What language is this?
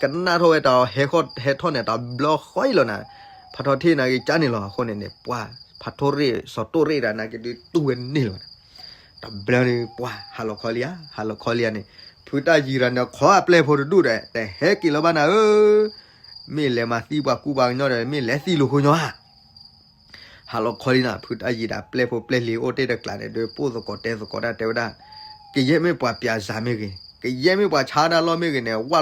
S'gaw Karen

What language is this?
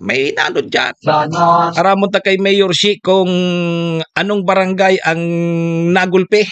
Bikol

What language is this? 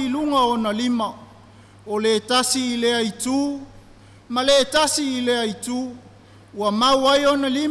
Samoan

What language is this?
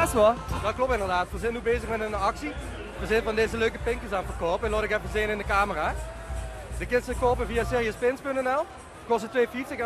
Limburgish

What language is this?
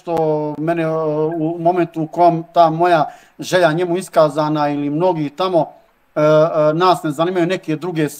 Croatian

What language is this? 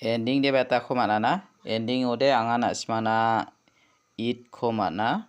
Garo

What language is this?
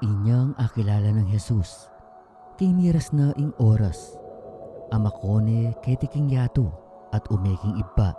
Pampanga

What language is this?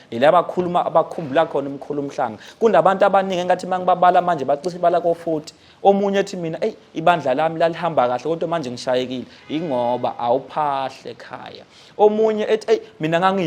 Zulu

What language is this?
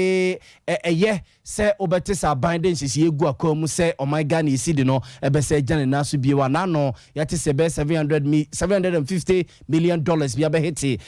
Akan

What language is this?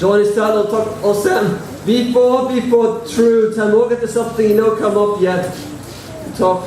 Tok Pisin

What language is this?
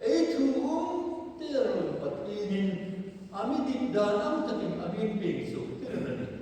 Hmar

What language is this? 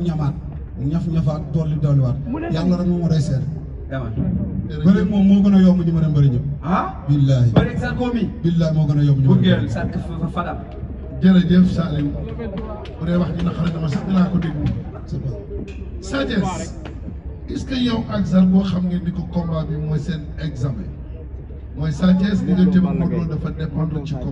Wolof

